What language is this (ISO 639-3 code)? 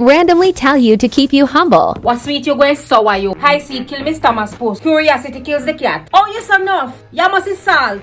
jam